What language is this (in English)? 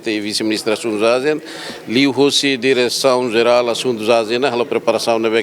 Tetum